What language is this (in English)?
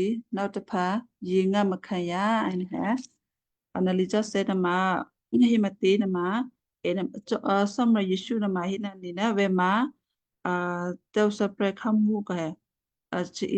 Western Kayah